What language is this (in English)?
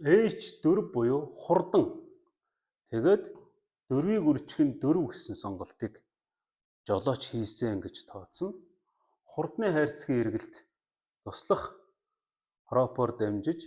Mongolian